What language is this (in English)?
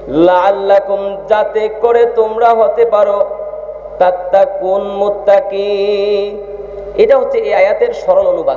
Bangla